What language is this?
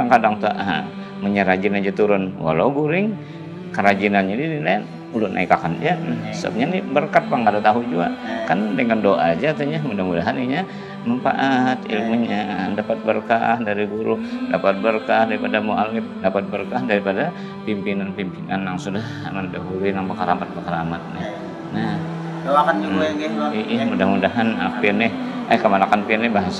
Banjar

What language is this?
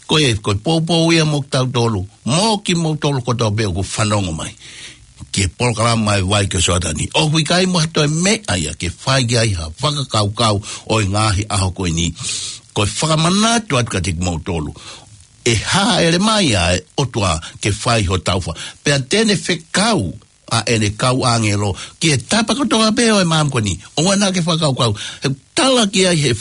Tongan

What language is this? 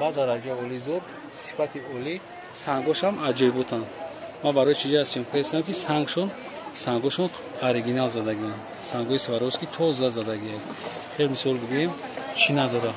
Tajik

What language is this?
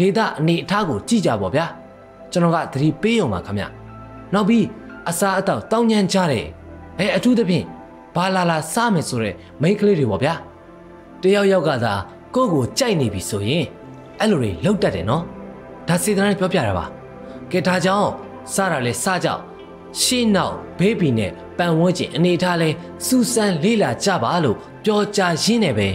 Burmese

